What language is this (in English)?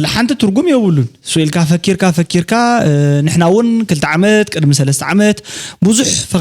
Tigrinya